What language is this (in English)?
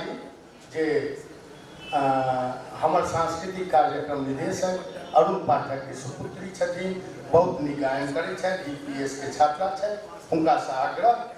Maithili